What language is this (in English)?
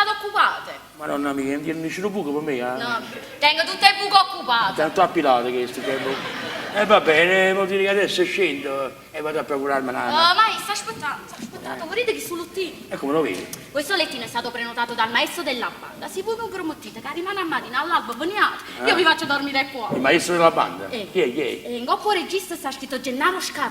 Neapolitan